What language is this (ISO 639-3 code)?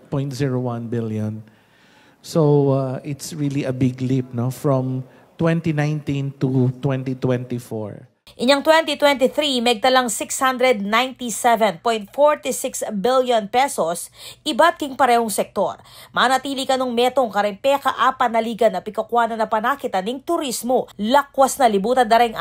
pam